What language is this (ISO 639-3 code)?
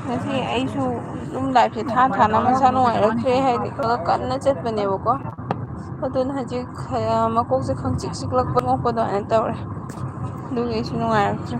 mni